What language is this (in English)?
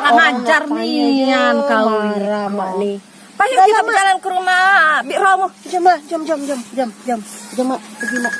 Musi